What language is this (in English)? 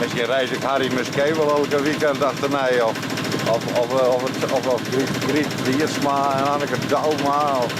Western Frisian